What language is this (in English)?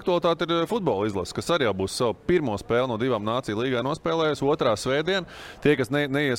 Latvian